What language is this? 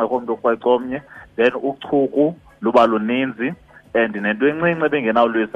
Xhosa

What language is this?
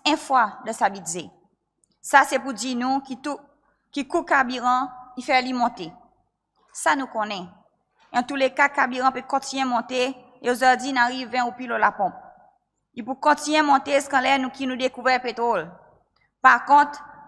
Seselwa Creole French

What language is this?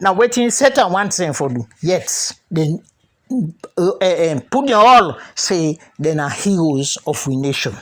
Krio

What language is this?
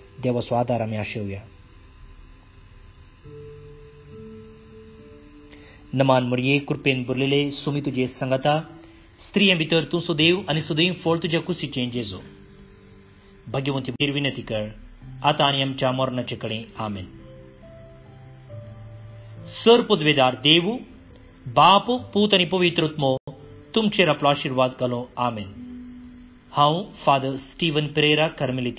Konkani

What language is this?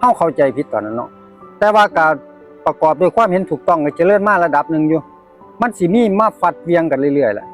Northeastern Thai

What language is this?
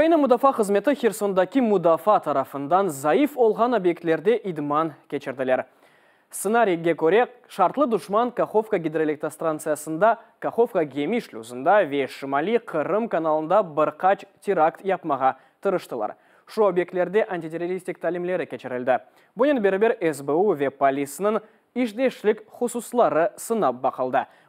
Crimean Tatar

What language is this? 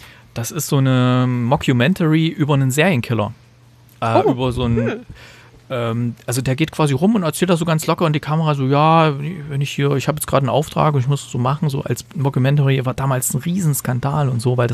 German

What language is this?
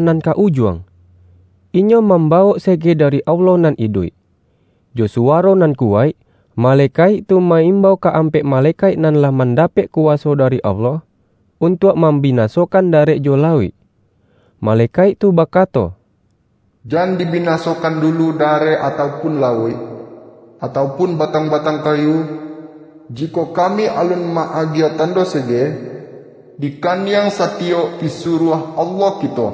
Minangkabau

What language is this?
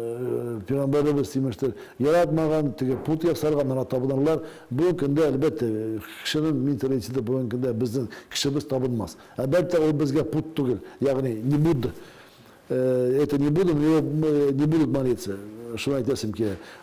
Tatar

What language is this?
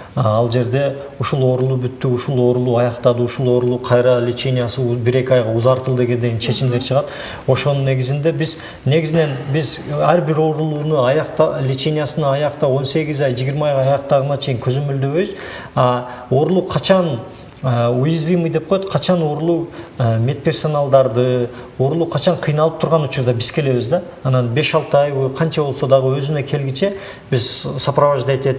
Kyrgyz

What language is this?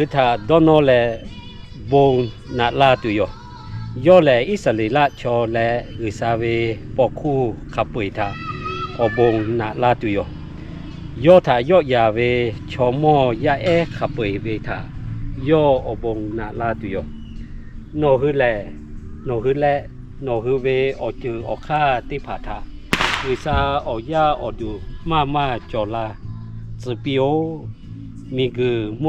Lahu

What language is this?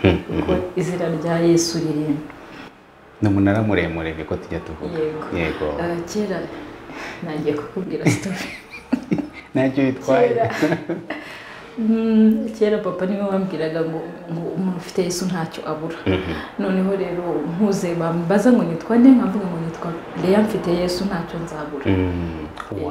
Kinyarwanda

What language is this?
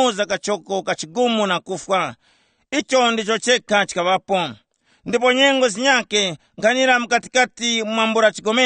Tumbuka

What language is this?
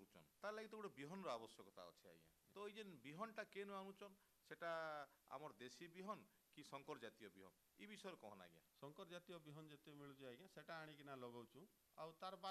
Odia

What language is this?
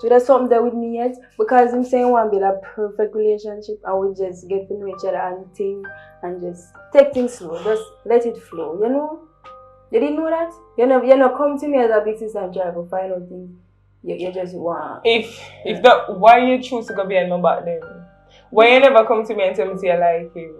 Jamaican Creole English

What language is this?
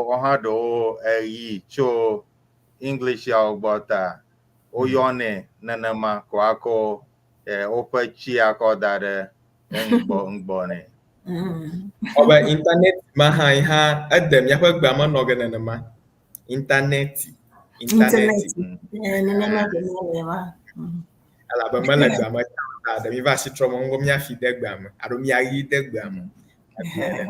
Ewe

